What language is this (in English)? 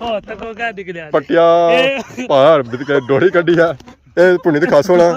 Pahari-Potwari